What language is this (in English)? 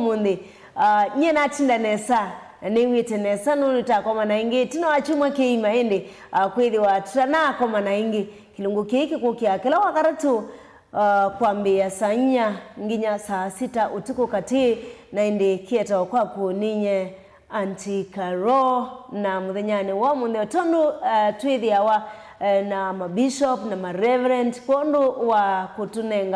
Kamba